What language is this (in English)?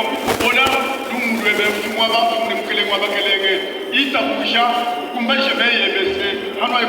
Luba-Lulua